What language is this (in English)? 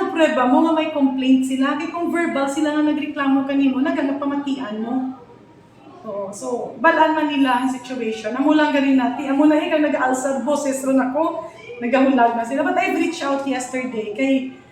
Hiligaynon